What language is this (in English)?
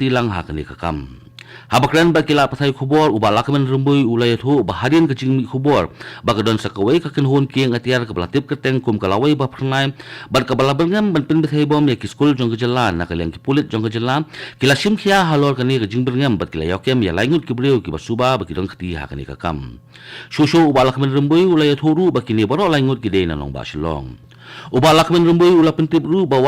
Khasi